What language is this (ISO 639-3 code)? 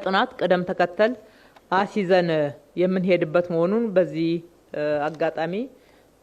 amh